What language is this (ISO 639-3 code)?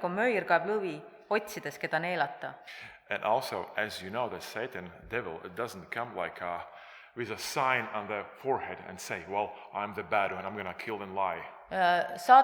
est